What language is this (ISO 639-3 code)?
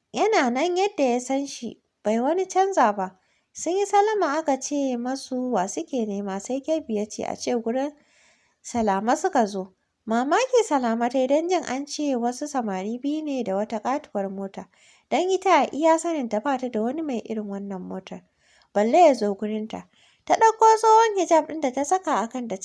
hau